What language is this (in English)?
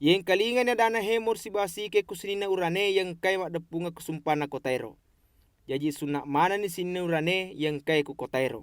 Buginese